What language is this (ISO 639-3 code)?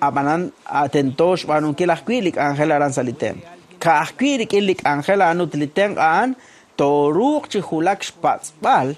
kek